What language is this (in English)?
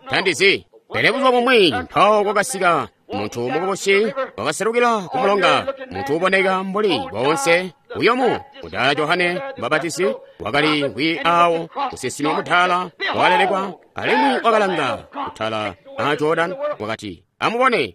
Tonga (Zambia)